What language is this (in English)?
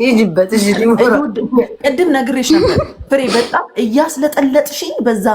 Amharic